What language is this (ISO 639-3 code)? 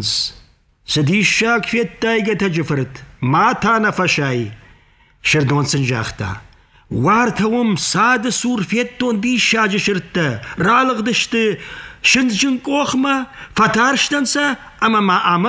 oss